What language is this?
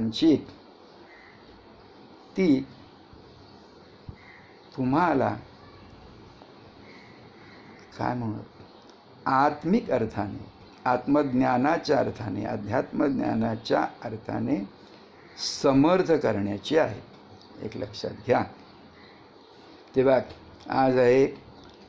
Marathi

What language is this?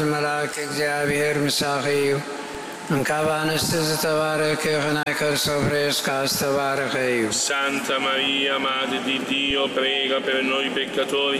Tigrinya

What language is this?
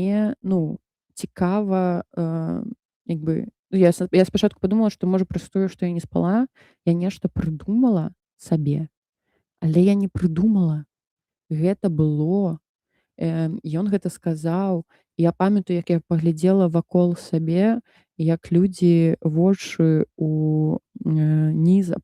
Belarusian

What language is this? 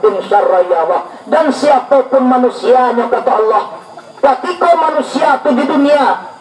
Minangkabau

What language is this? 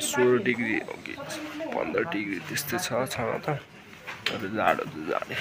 Nepali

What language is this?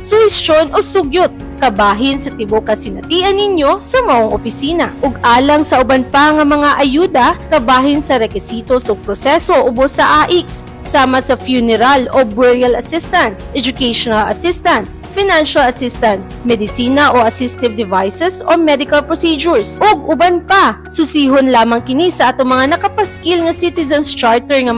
Cebuano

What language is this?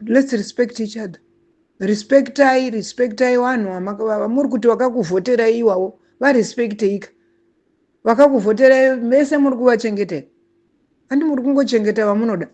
Shona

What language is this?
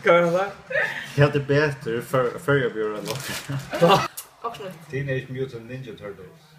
Faroese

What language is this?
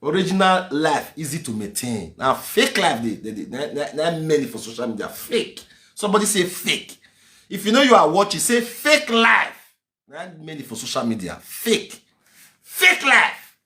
Nigerian Pidgin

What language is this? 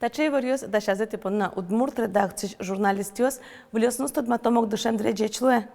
Udmurt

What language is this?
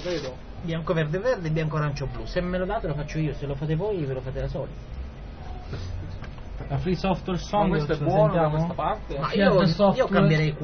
Italian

